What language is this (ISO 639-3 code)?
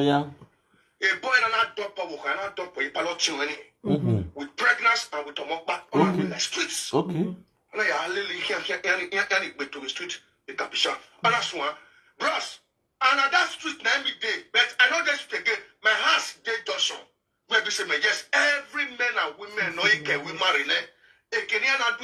pcm